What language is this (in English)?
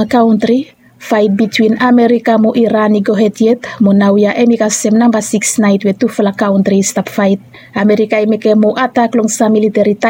Bislama